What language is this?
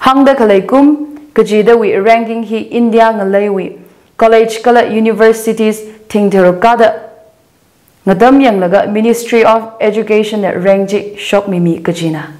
Tangkhul Naga (India)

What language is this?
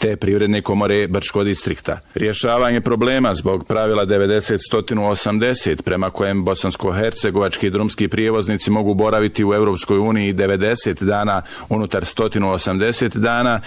Bosnian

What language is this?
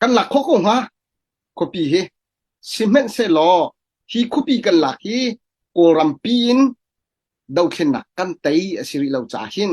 Hakha Chin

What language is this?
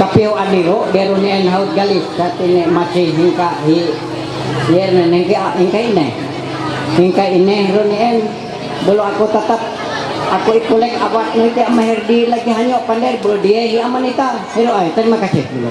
Ma'anyan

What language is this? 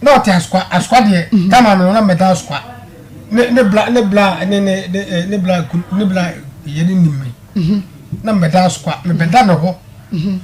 Akan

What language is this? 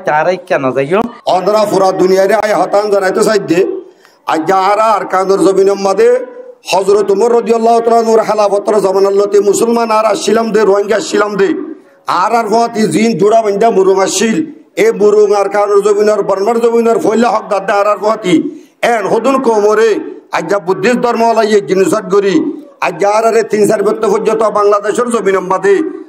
Rohingya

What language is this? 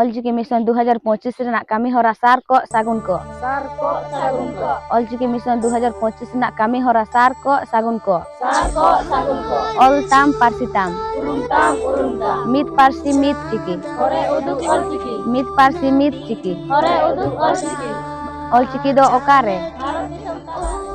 Santali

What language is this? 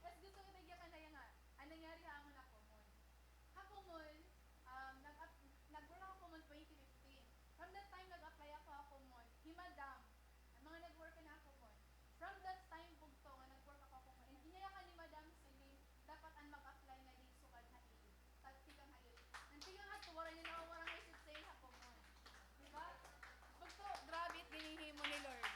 Waray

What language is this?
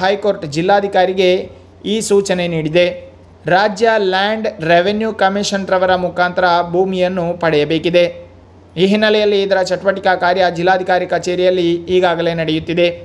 Kannada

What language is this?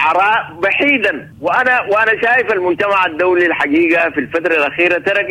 Sudanese Arabic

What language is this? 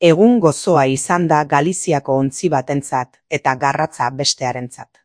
Basque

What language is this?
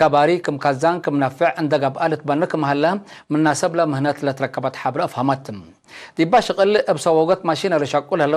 Tigre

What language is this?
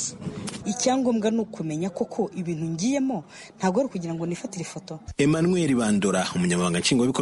Kinyarwanda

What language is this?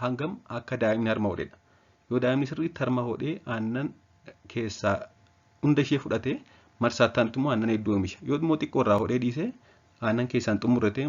Oromo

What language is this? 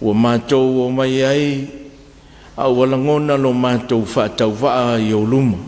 Samoan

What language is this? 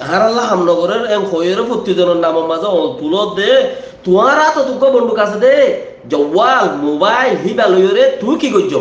Rohingya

